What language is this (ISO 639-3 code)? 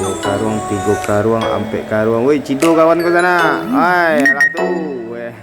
min